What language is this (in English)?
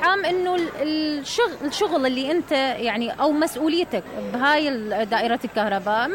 Mesopotamian Arabic